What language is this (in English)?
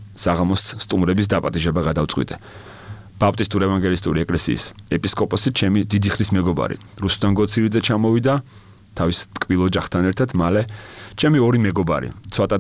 Georgian